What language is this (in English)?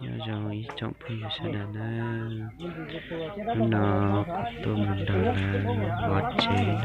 Hmong